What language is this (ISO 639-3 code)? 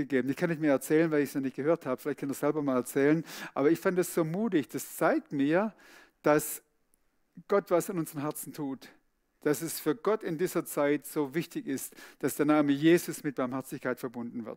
gsw